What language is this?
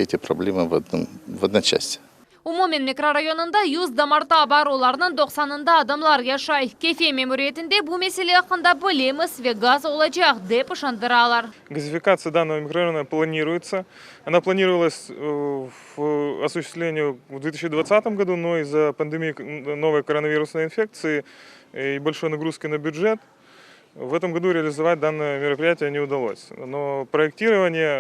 Crimean Tatar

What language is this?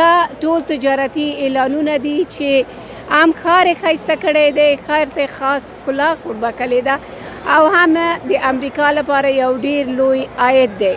Pashto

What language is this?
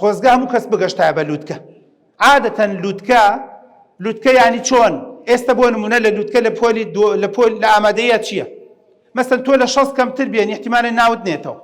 Central Kurdish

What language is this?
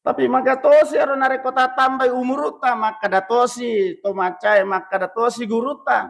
Buginese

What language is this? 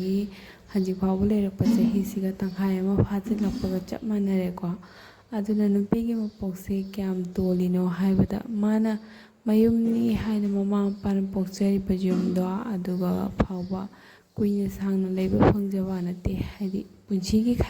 Manipuri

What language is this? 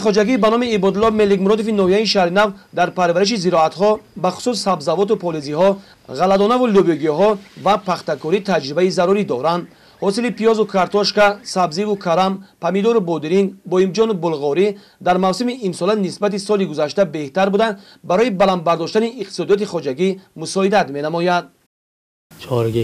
Tajik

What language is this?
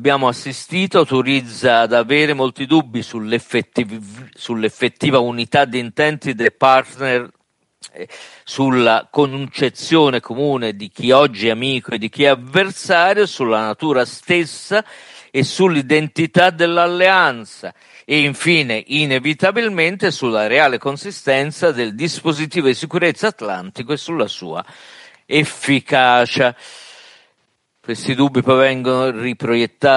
Italian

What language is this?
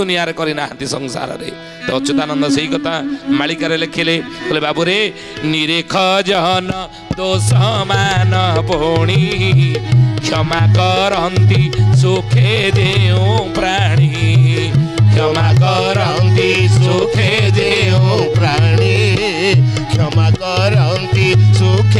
Odia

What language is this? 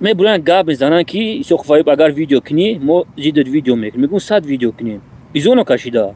Tajik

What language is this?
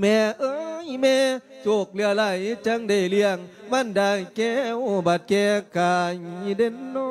Lao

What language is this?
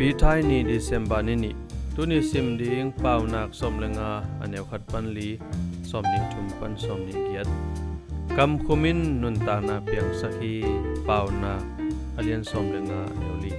Tedim Chin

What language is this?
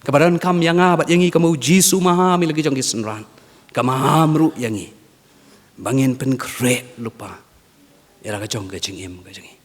Khasi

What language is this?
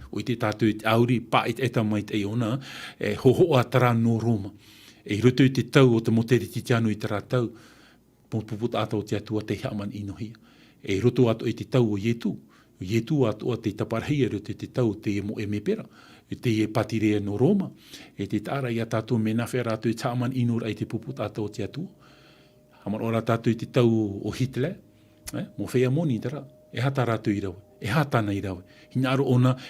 Tahitian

